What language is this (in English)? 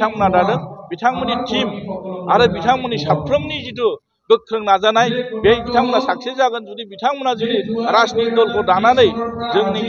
Bodo